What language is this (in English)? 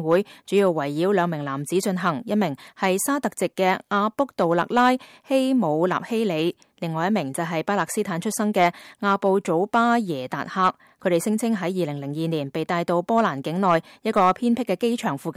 Cantonese